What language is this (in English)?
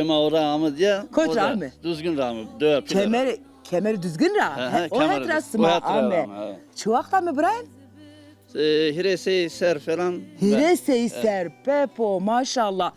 Zaza